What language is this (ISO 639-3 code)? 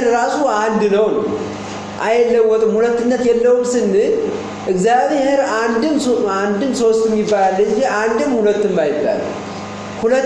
amh